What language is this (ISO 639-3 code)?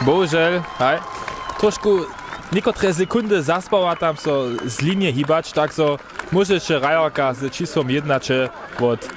hsb